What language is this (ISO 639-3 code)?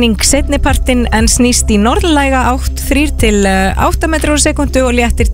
isl